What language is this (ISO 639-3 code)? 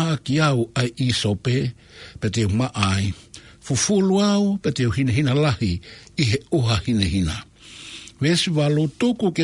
ton